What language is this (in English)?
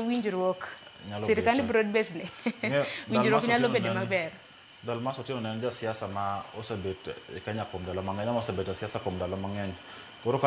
Luo (Kenya and Tanzania)